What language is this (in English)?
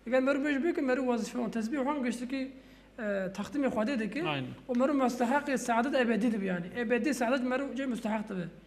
Kurdish